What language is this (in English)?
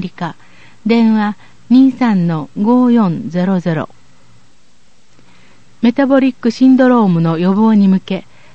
Japanese